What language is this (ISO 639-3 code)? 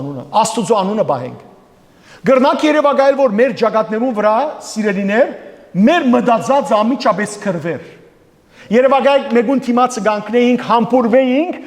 hyw